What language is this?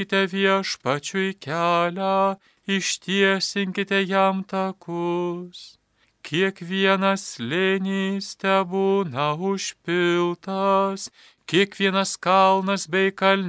Lithuanian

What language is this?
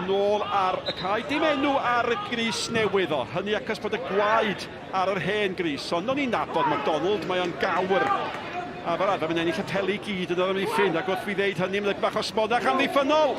Welsh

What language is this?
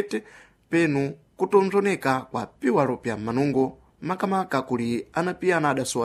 Sena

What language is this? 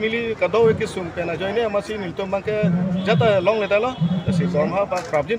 Karbi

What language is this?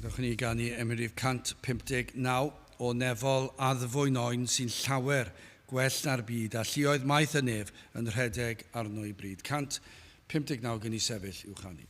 Welsh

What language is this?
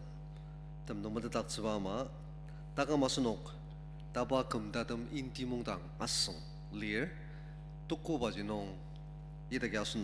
Ao Naga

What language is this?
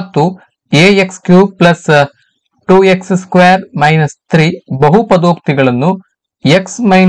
Kannada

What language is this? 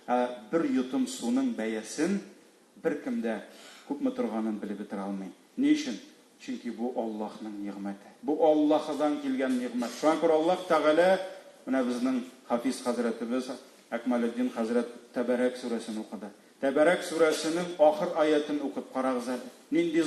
Tatar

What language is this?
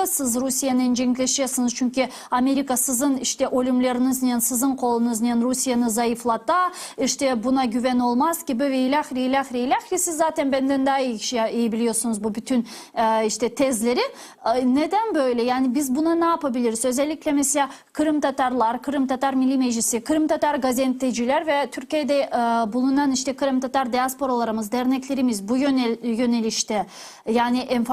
Crimean Tatar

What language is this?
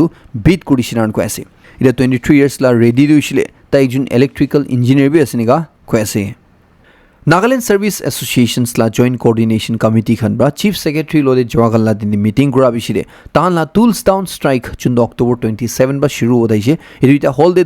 Naga Pidgin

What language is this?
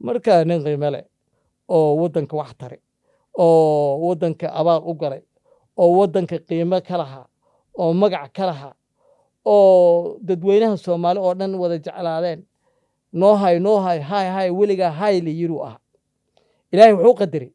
Somali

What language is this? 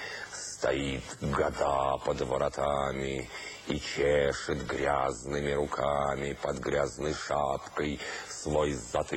Russian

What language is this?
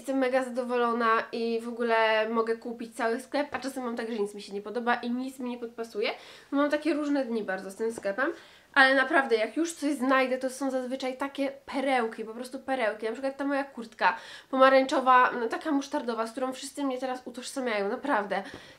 Polish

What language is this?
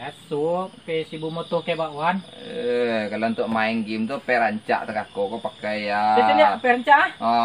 Minangkabau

